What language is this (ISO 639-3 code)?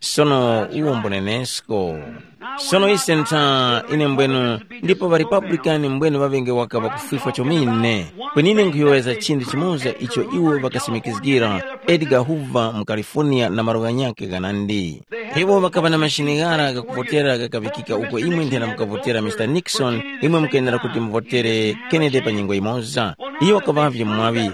tum